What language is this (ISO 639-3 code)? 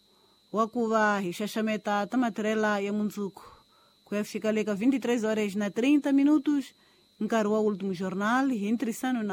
tso